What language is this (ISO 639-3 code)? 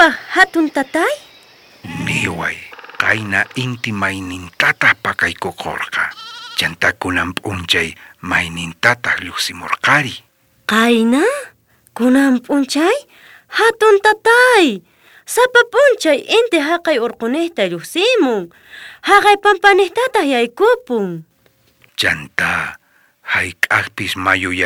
quh